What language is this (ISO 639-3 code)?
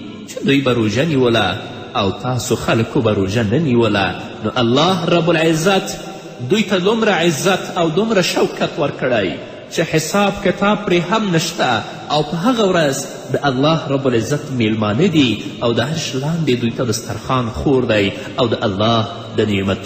pus